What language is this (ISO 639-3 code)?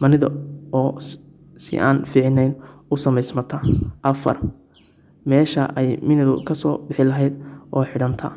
som